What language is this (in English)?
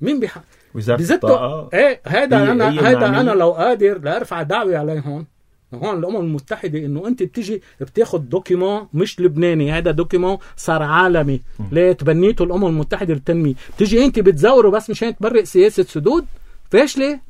North Levantine Arabic